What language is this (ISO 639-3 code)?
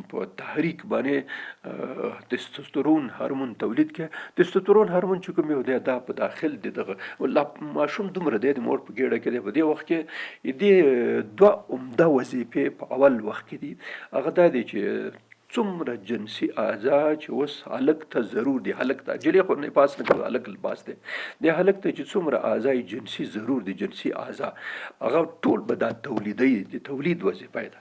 pus